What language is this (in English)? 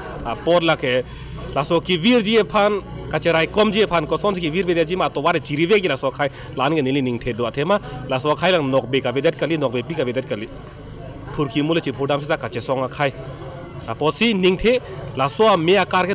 Karbi